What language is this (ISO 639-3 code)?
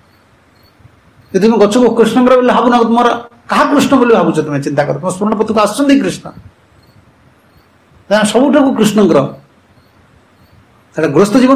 ori